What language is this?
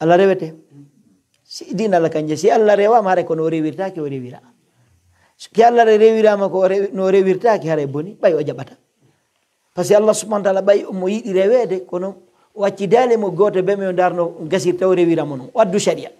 Pular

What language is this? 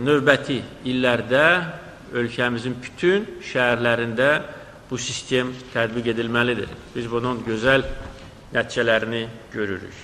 Azerbaijani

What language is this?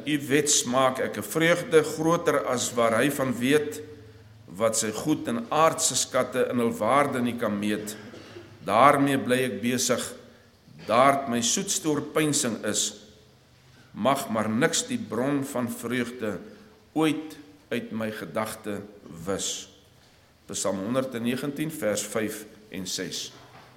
Afrikaans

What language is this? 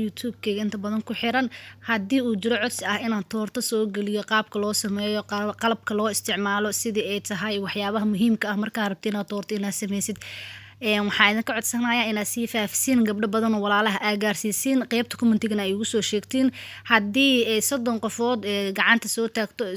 Somali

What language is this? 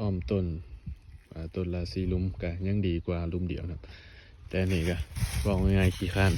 Northeastern Thai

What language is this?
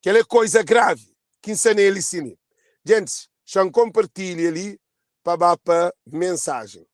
Kabuverdianu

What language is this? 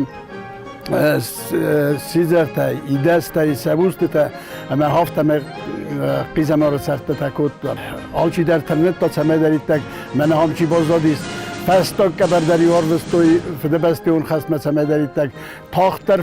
Ossetic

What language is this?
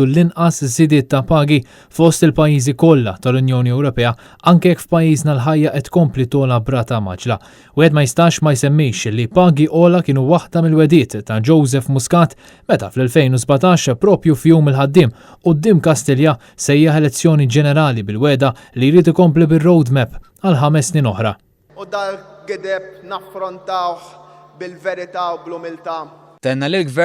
Maltese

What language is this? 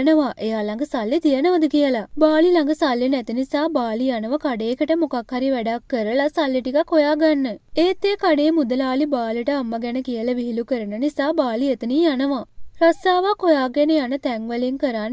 Sinhala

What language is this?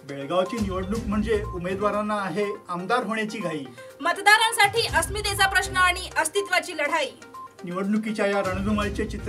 Marathi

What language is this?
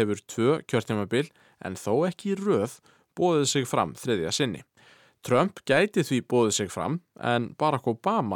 Icelandic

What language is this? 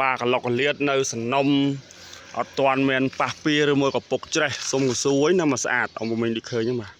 Khmer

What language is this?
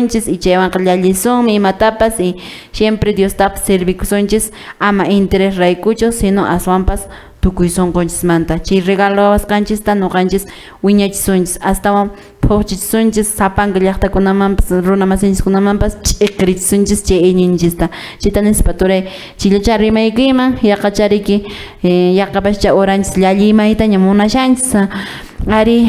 Quechua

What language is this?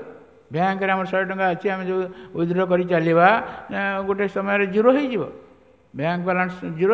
Odia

